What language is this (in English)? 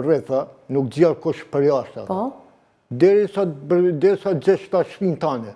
Albanian